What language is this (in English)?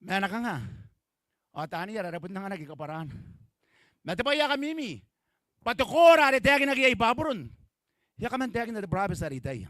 Gilbertese